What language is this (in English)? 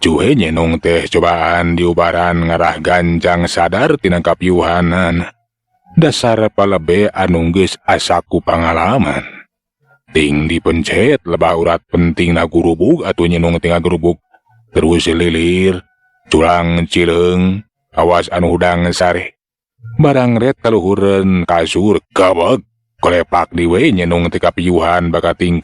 Sundanese